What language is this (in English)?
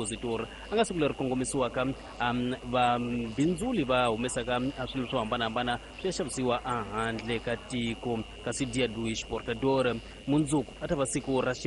Tsonga